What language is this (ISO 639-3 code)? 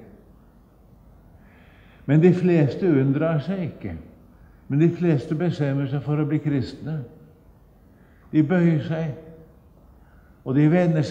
nor